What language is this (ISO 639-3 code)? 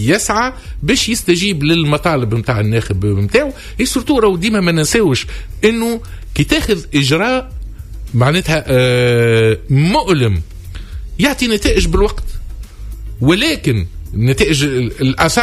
aeb